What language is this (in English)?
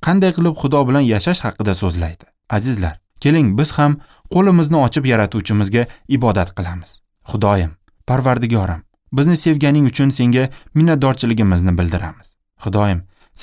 Uzbek